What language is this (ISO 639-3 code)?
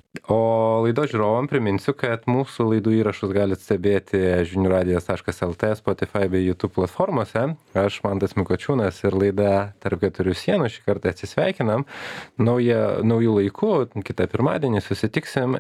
lit